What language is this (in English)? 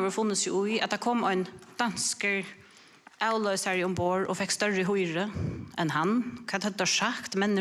Faroese